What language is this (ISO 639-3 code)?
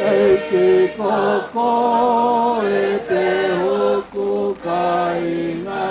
ton